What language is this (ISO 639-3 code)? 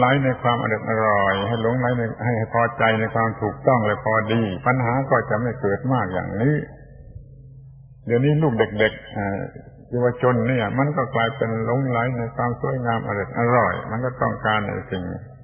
tha